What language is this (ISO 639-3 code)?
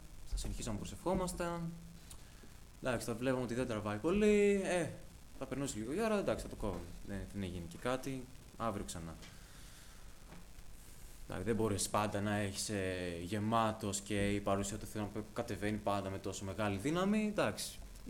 ell